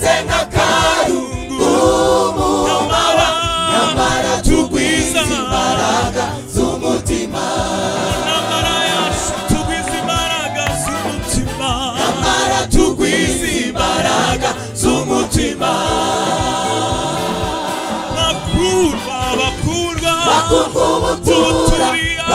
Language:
Kinyarwanda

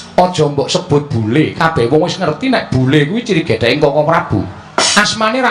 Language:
Javanese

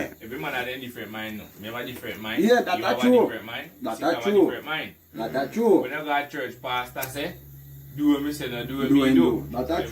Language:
Jamaican Creole English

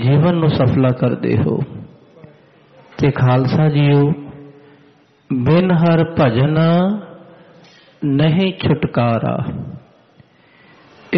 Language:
Punjabi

